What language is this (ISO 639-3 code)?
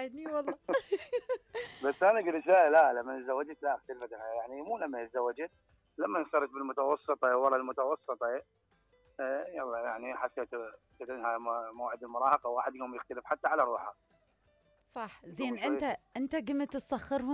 acm